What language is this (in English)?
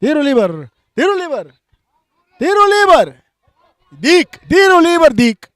Papiamento